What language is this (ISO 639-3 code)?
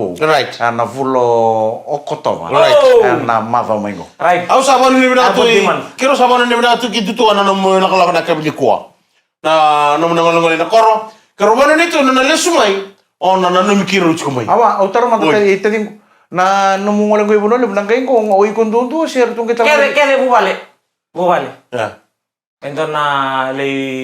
fij